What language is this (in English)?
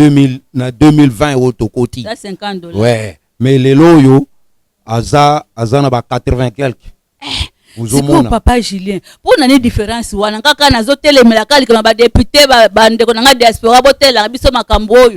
Lingala